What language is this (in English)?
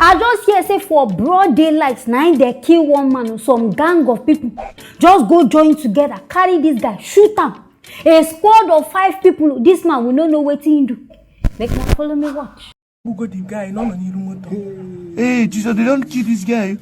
Nigerian Pidgin